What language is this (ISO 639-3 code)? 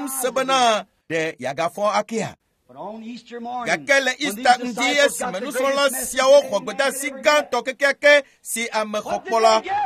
ewe